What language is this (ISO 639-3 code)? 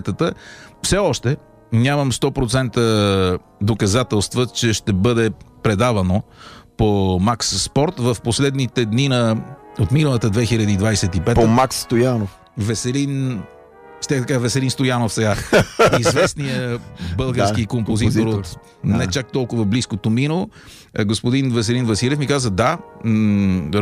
bul